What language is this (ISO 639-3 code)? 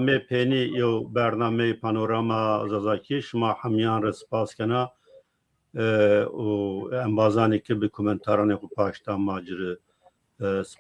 zza